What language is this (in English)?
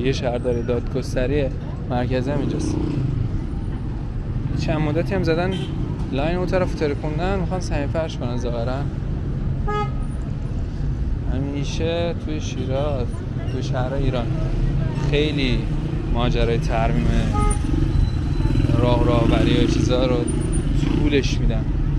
Persian